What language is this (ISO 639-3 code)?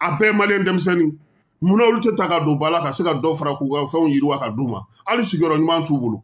bam